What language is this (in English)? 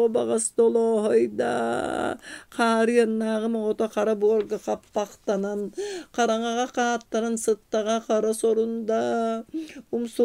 Yakut